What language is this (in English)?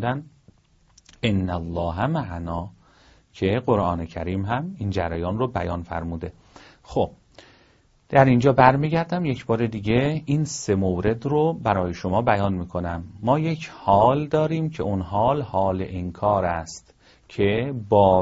Persian